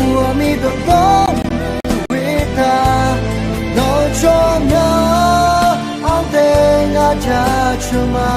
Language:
Akha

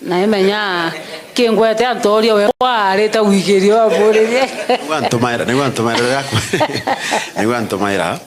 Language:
Meru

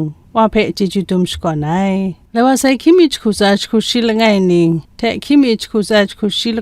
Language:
Kachin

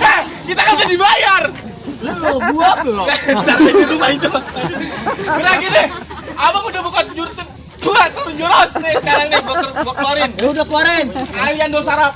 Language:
Betawi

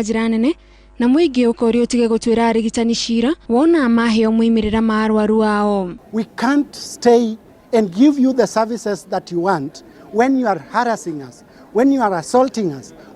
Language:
Kikuyu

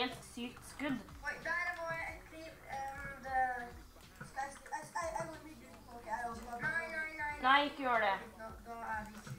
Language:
Norwegian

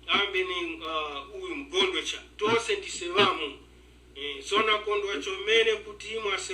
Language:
Tumbuka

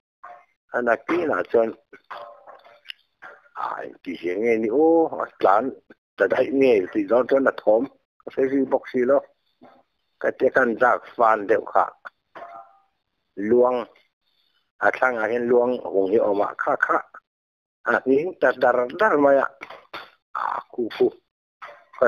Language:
Thai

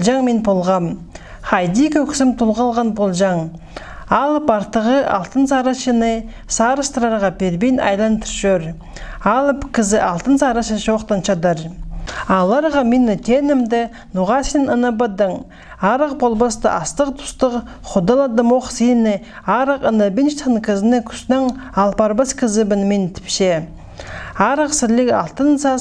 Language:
Khakas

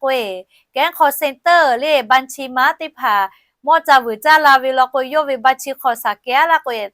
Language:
Lahu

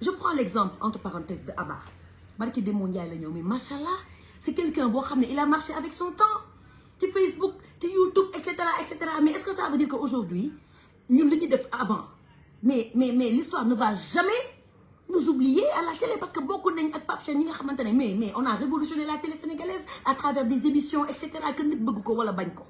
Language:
Wolof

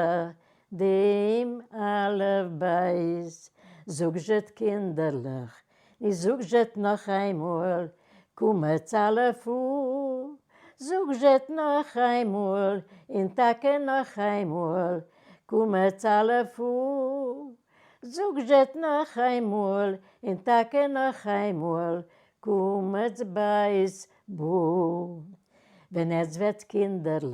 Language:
Yiddish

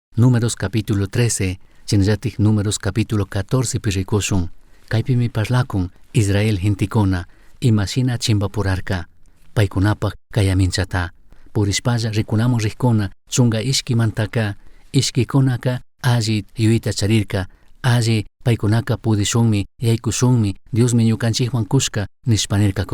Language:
Chimborazo Highland Quichua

